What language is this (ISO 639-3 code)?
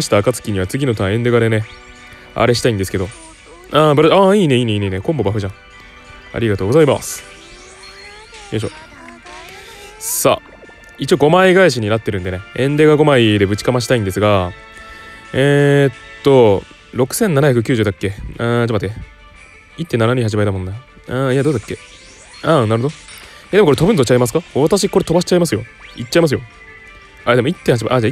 jpn